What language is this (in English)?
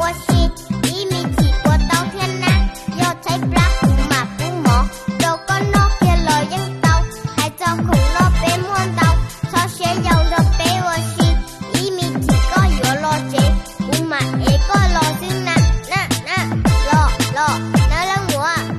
Hmong